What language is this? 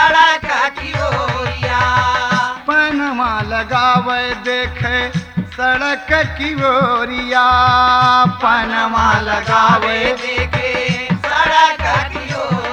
Bhojpuri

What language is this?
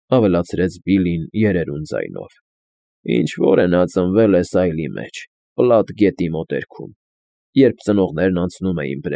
Armenian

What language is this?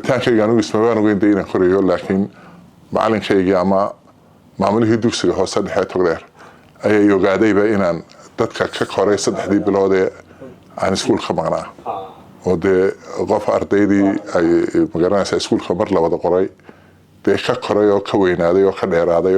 Somali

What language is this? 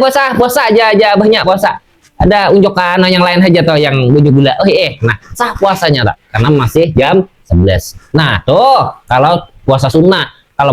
Banjar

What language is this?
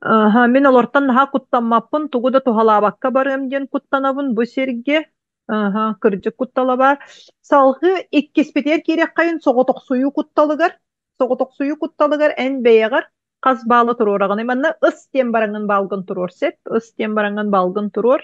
Yakut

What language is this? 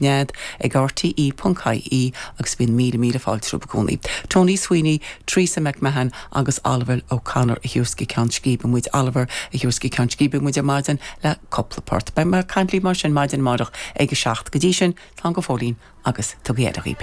Irish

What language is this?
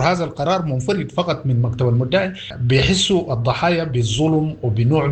Sudanese Arabic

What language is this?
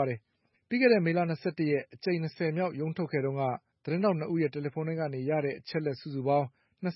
Burmese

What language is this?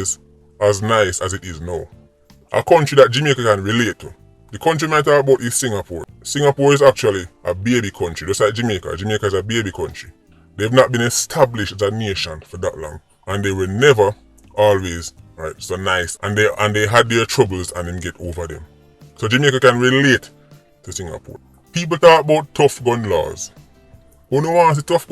Jamaican Creole English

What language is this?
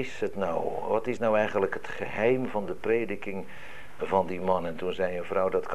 Dutch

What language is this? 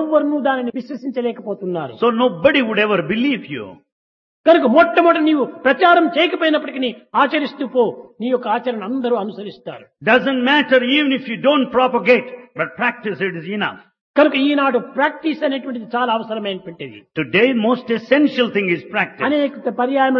Telugu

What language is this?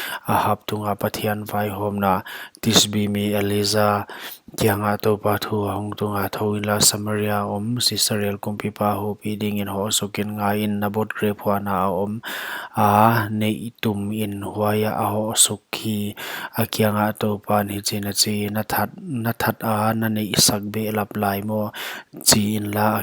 Paite Chin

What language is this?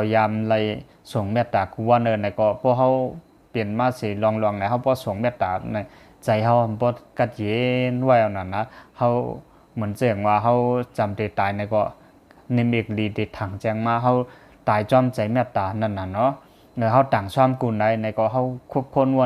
Shan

